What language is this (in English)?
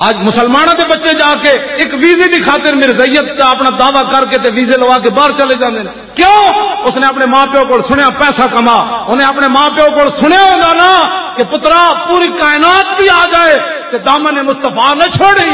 Western Panjabi